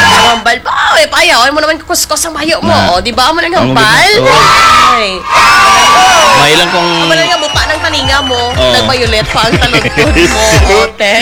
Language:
Hiligaynon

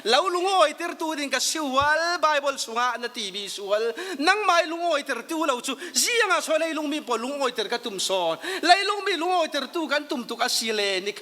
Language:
Falam Chin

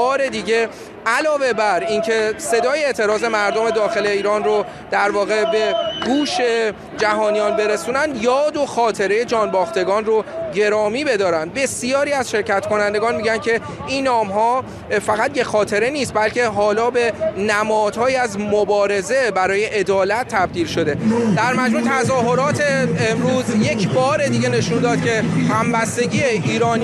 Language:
Persian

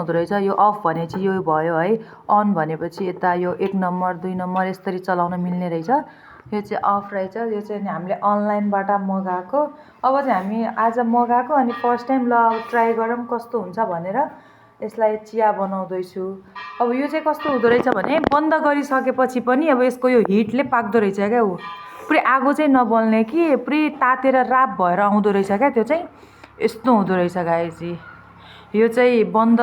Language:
Nepali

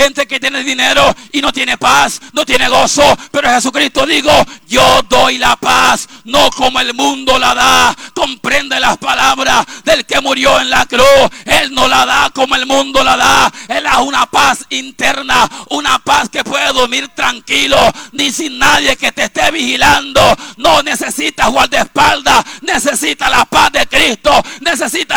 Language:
Spanish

